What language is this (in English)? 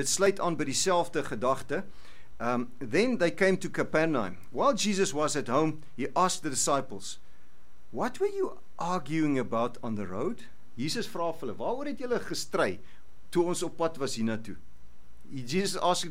Afrikaans